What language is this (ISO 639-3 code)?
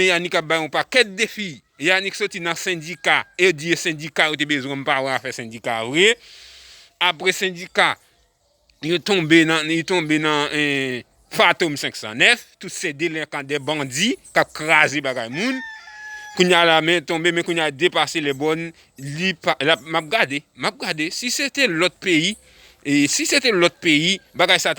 hat